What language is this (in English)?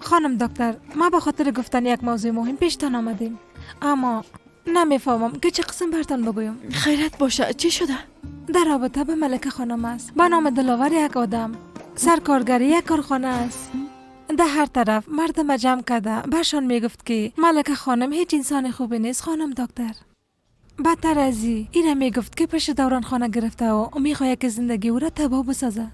Persian